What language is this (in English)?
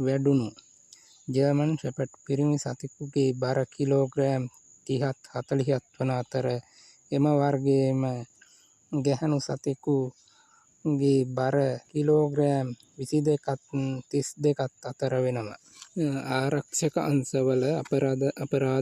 Sinhala